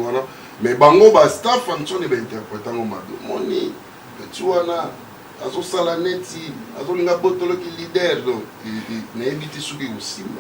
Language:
Lingala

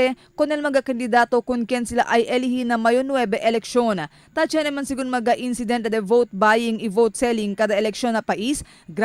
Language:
Chavacano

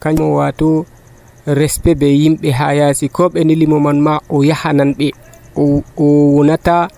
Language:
Nigerian Fulfulde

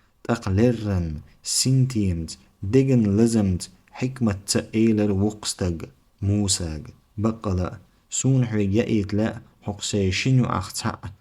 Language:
Chechen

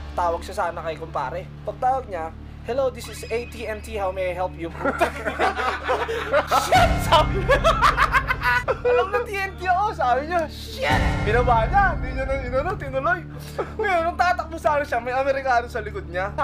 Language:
Filipino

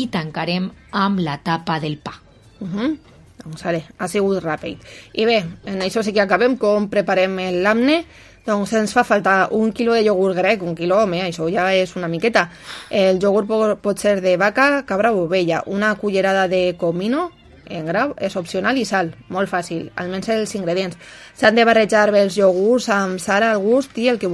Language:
Catalan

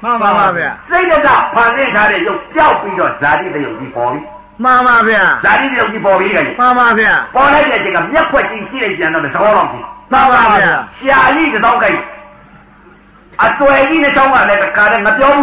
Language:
Burmese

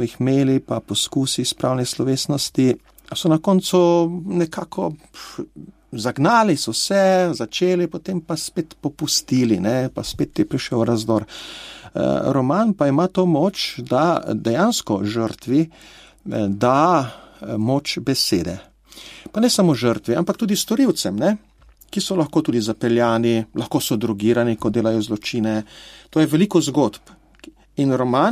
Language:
Slovenian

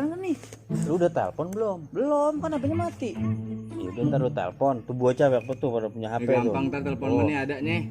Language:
Betawi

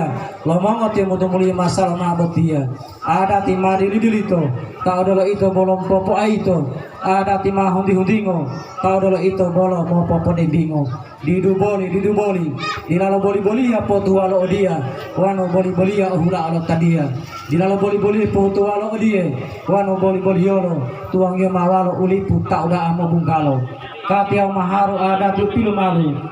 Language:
Gorontalo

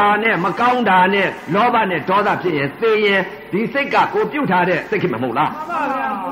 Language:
Burmese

